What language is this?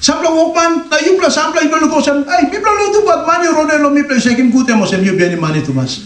Tok Pisin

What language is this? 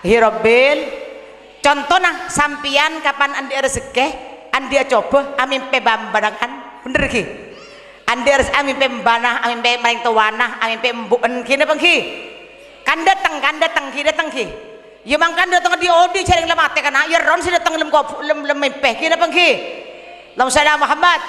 Madurese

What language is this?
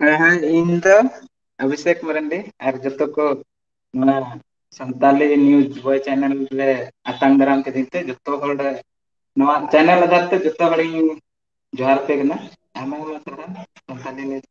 Santali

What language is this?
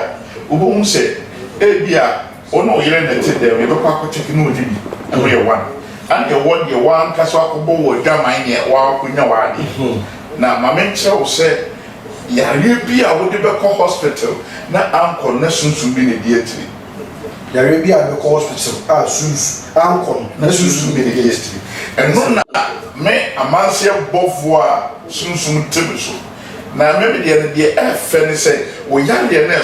Akan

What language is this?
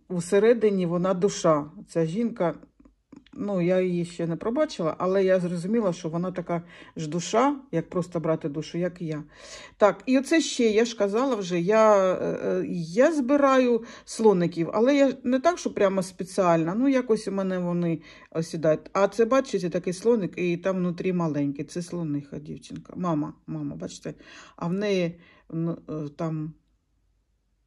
Ukrainian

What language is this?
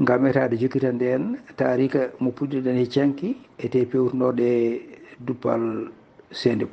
Fula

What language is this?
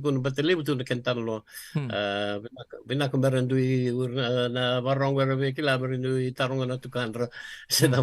Fijian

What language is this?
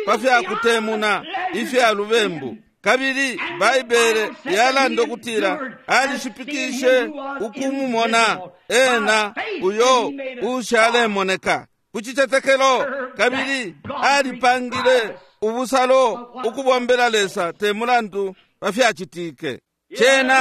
Bemba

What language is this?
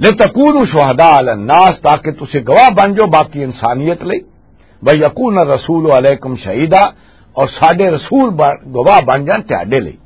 Western Panjabi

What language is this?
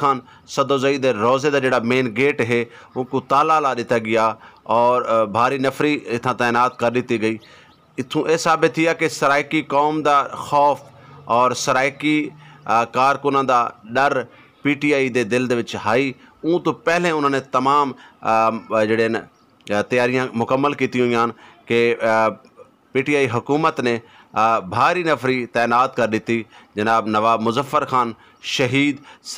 Saraiki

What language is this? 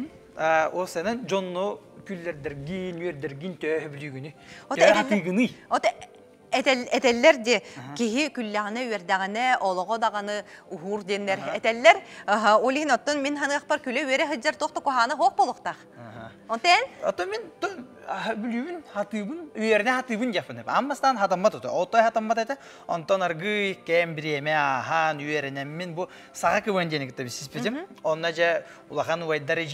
Yakut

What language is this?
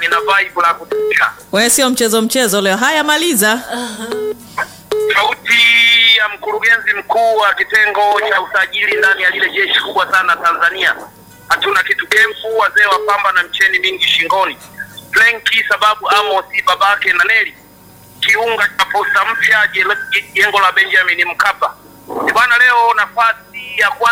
Swahili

